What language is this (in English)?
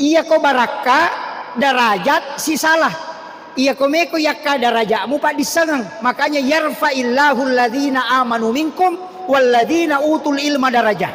Buginese